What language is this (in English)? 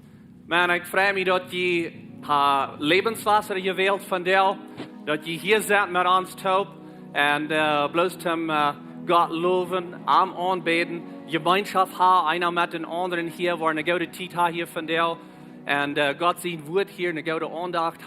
Plautdietsch